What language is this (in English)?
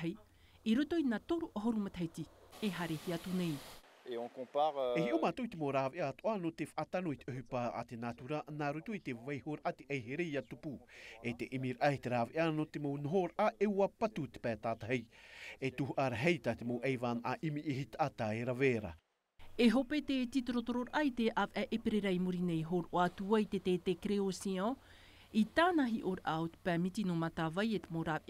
Tahitian